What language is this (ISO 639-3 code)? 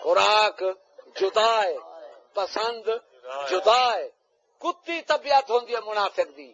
skr